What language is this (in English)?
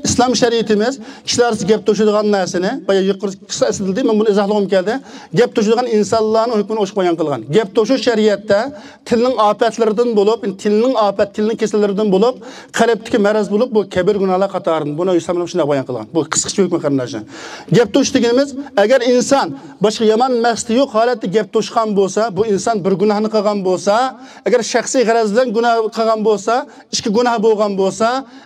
Uyghur